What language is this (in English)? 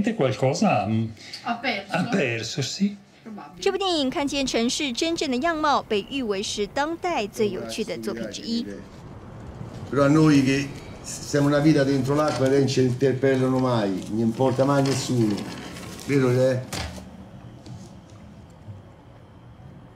Chinese